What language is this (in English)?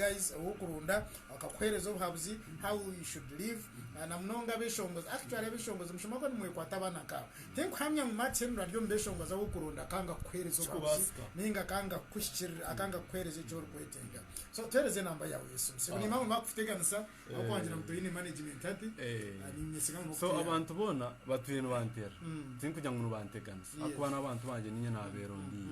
Nyankole